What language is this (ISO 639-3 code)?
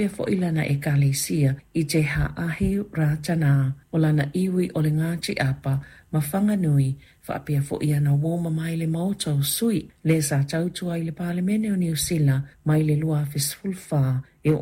smo